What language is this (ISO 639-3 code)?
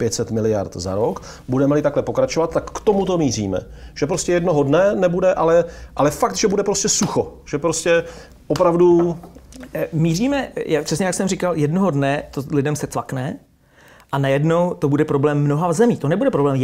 ces